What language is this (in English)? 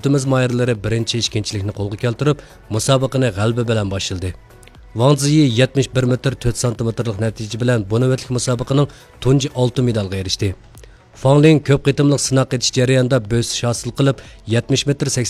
Uyghur